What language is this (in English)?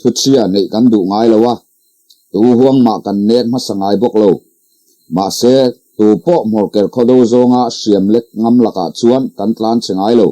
Mizo